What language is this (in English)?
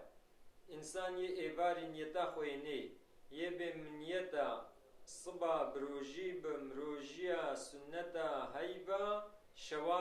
Kurdish